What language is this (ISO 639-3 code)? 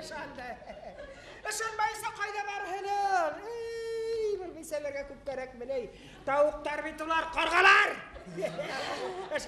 bak